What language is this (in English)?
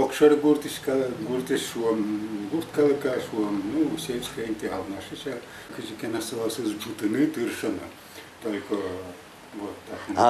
Udmurt